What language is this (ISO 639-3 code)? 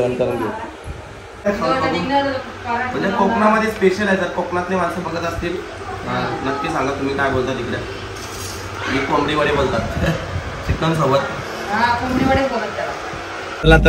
mar